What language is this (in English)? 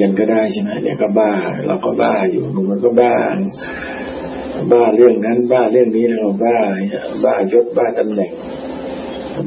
Thai